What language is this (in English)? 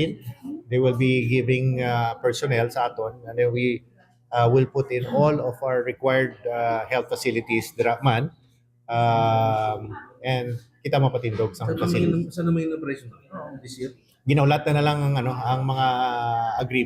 Hiligaynon